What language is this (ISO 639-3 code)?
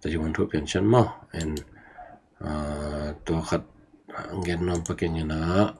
ctd